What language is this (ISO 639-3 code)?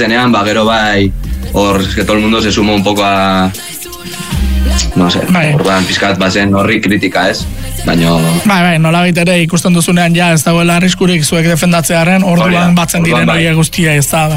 eus